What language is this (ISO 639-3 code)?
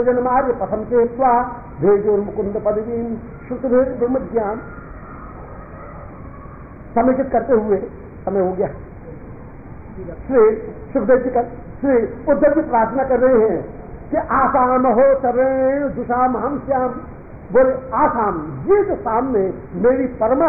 hin